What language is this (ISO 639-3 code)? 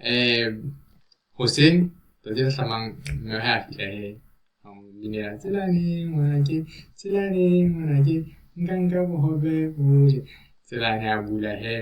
sot